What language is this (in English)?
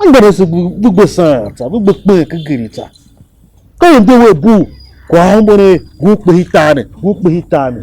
Tiv